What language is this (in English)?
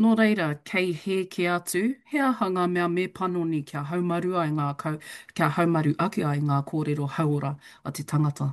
Māori